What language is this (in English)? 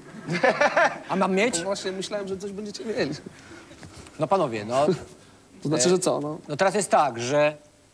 Polish